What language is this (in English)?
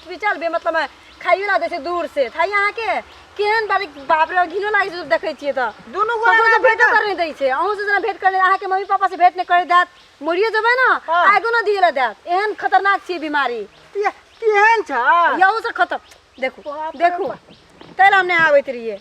Maithili